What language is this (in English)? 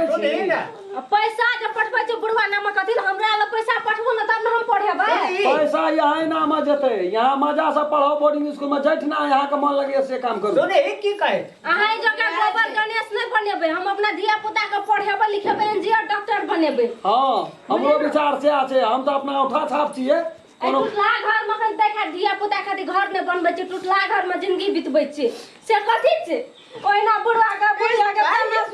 Maithili